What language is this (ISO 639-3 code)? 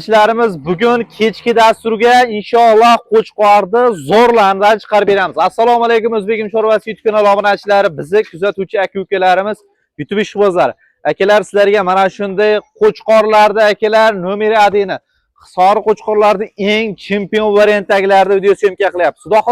uzb